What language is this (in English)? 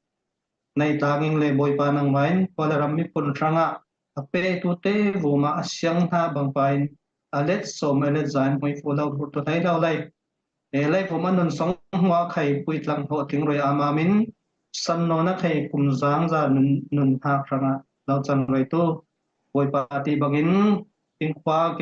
Falam Chin